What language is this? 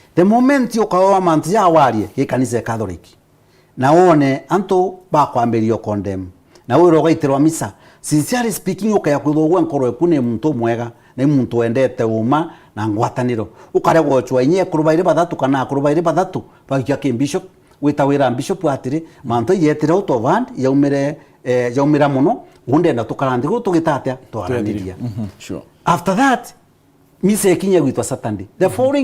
Meru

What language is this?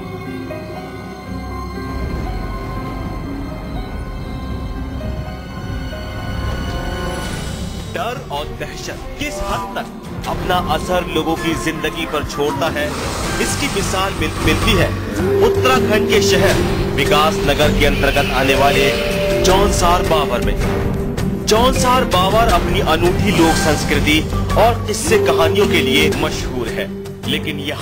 Hindi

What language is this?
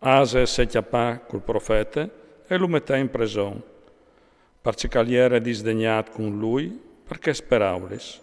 Friulian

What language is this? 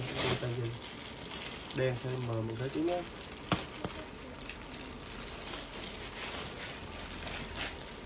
Vietnamese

